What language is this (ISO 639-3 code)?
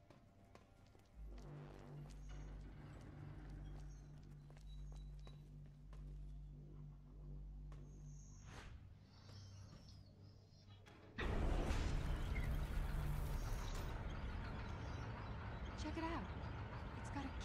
spa